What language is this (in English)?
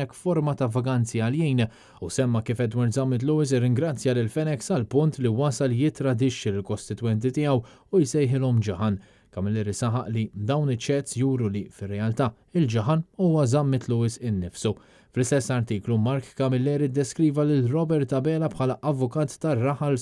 Maltese